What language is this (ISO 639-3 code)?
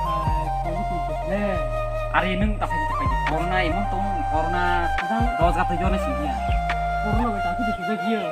trp